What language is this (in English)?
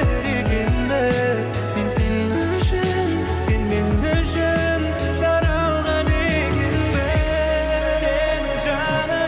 Kara-Kalpak